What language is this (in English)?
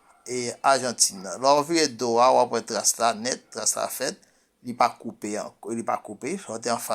Haitian Creole